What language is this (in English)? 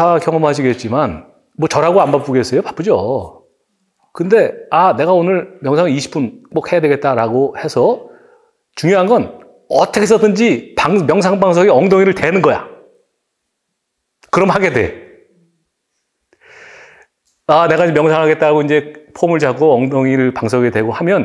Korean